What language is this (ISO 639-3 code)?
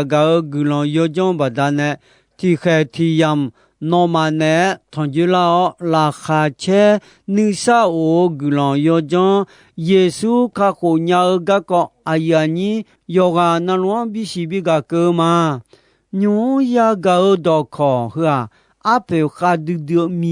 ahk